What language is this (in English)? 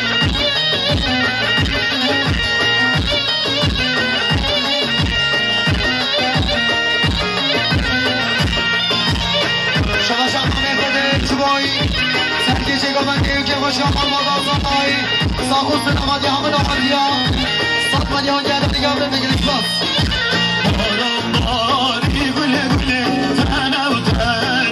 Persian